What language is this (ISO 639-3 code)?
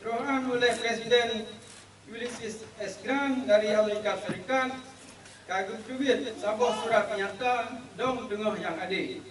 ace